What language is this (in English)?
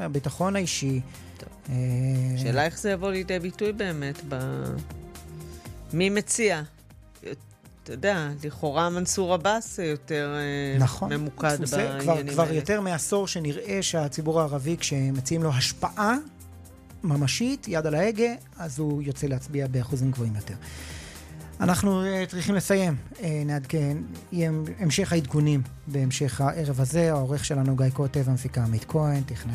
Hebrew